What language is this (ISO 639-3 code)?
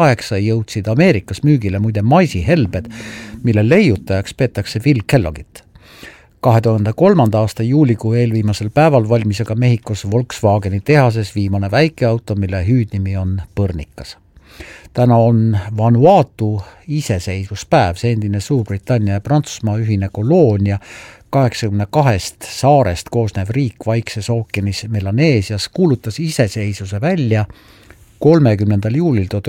est